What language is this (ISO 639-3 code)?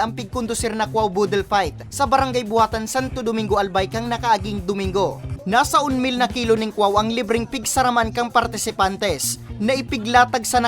bik